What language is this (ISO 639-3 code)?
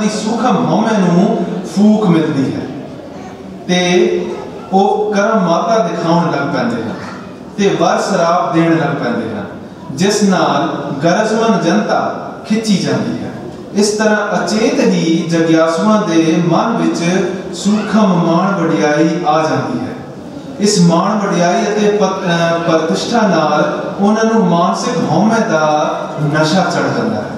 pan